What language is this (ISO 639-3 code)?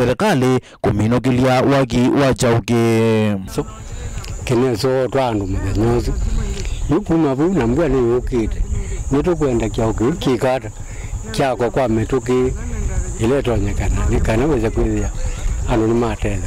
kam